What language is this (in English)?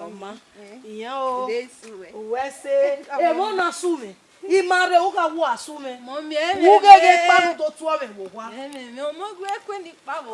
Bini